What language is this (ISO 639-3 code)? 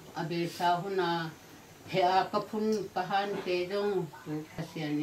ctd